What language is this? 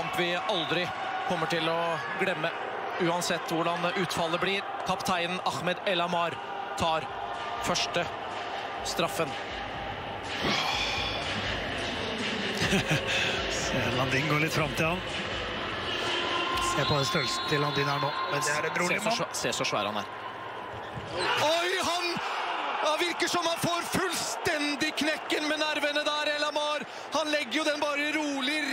Norwegian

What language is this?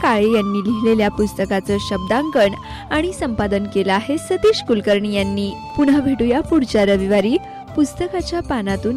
Marathi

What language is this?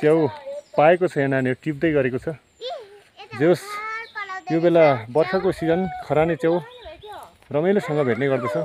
Nepali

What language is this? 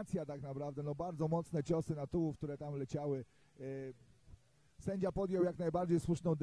Polish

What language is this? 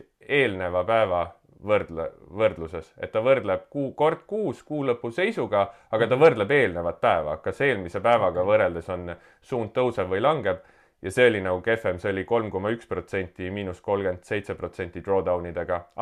Estonian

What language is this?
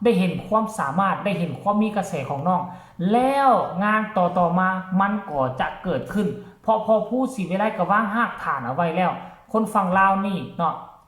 Northeastern Thai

